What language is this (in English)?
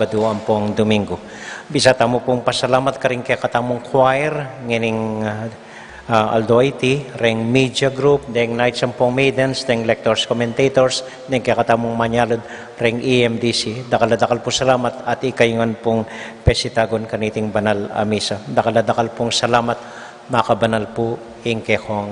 Pampanga